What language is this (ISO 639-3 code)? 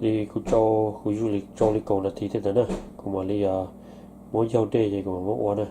hmn